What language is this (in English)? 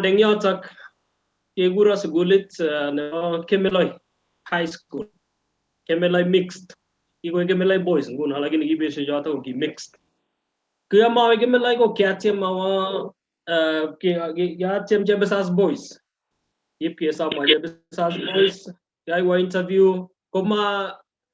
Kalenjin